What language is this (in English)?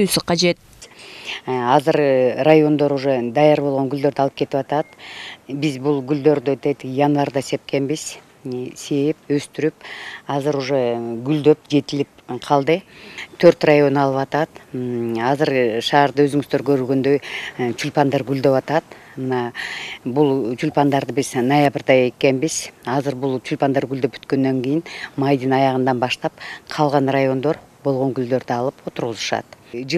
Kyrgyz